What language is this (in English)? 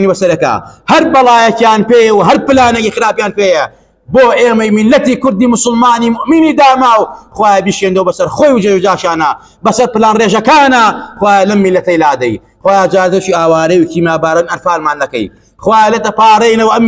Central Kurdish